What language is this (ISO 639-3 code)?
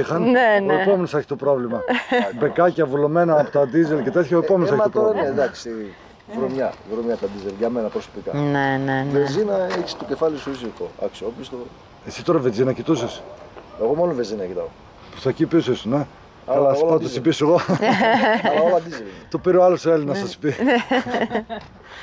ell